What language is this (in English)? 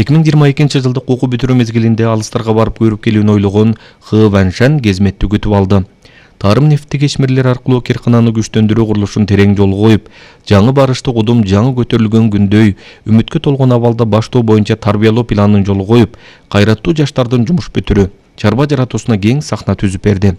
Kyrgyz